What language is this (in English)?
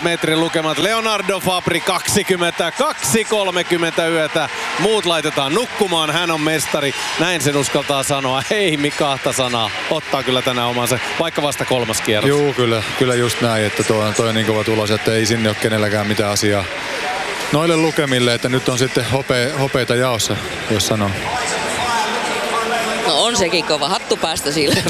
Finnish